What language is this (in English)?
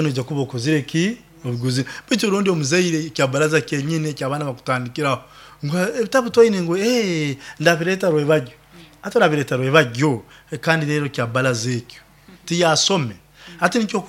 Nyoro